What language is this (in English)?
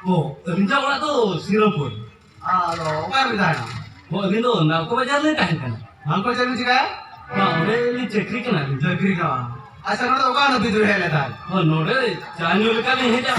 Santali